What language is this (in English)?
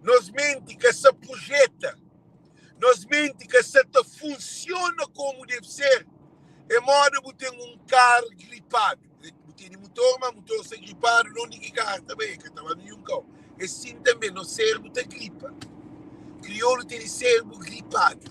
Kabuverdianu